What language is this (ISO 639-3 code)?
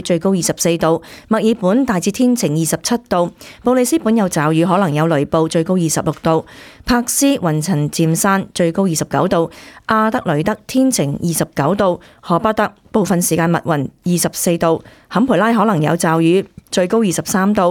yue